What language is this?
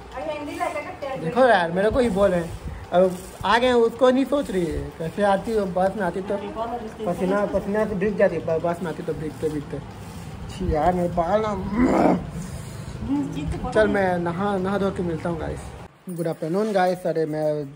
Hindi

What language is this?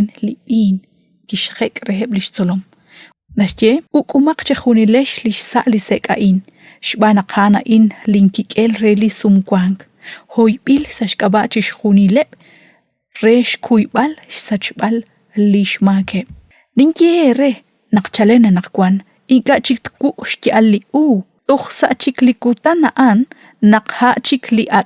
Kekchí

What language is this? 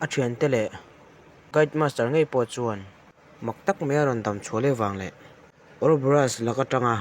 Mizo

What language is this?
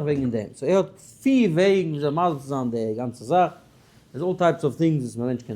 Yiddish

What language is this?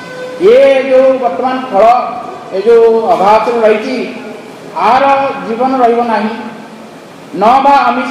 Odia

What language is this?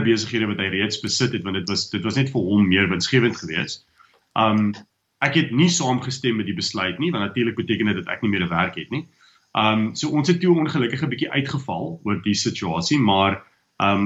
Afrikaans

